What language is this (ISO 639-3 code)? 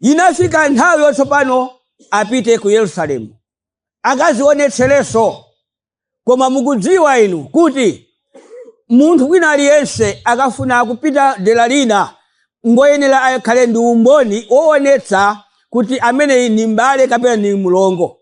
nya